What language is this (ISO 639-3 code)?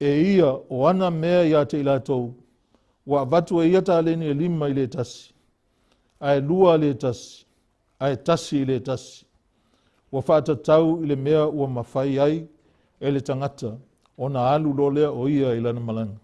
smo